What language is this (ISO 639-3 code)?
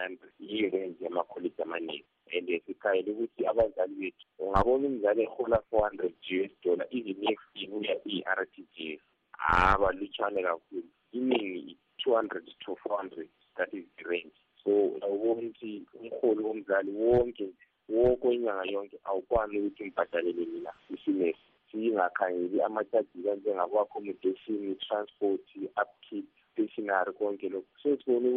nde